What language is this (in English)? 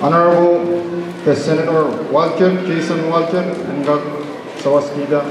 Pohnpeian